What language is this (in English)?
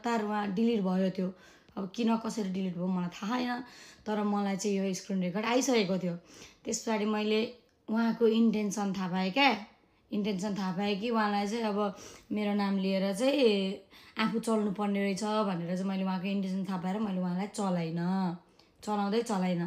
Nepali